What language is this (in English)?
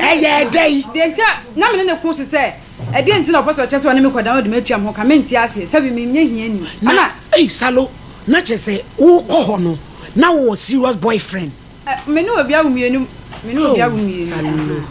Akan